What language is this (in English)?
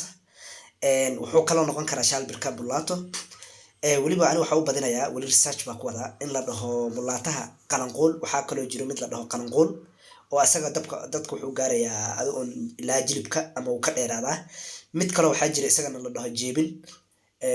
Somali